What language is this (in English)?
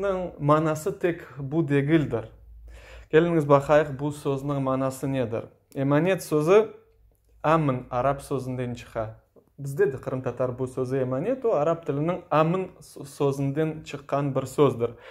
Crimean Tatar